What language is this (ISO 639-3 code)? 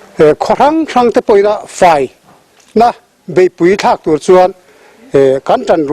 lus